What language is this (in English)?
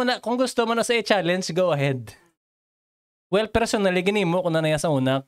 Hiligaynon